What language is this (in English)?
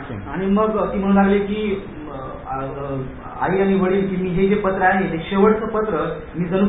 Marathi